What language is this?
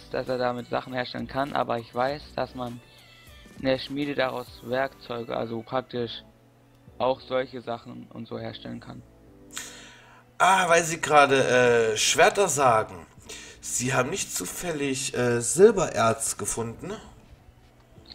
German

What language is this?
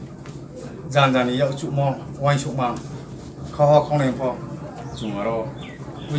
Riang (India)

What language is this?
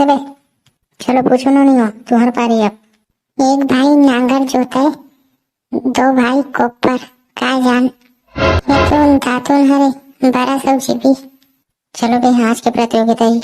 Chhattisgarhi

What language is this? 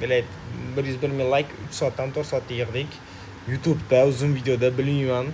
Uzbek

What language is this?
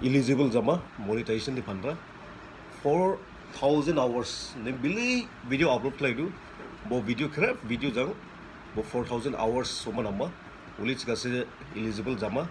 Dimasa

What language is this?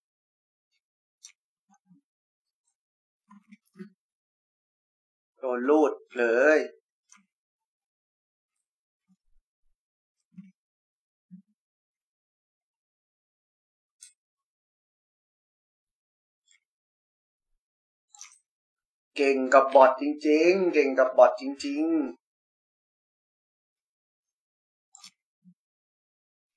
Thai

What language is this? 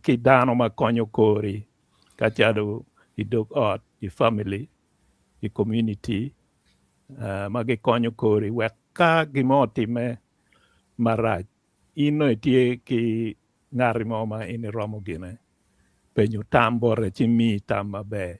Acoli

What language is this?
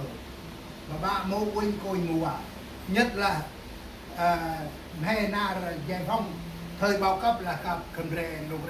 Central Mnong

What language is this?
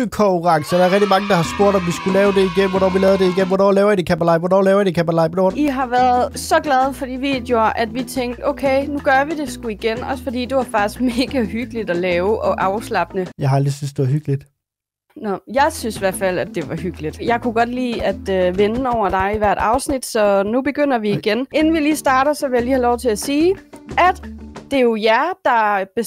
Danish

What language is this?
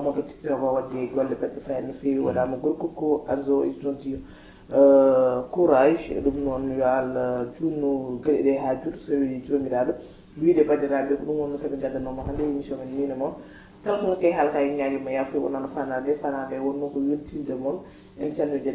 Fula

